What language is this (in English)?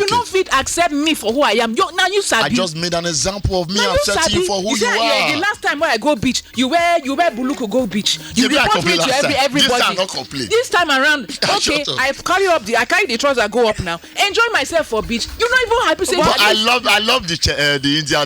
Nigerian Pidgin